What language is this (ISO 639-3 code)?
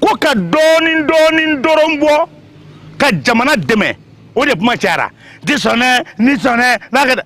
bam